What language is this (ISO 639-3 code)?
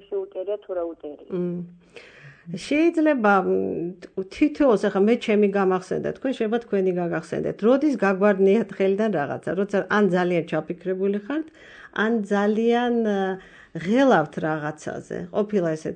kat